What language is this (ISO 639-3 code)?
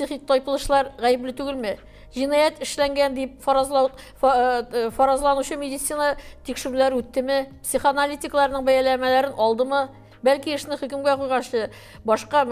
tat